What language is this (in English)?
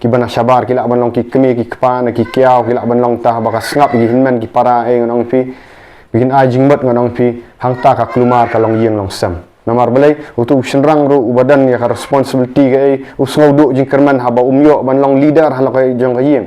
Khasi